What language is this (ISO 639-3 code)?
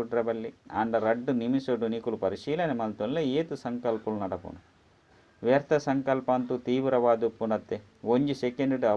tcy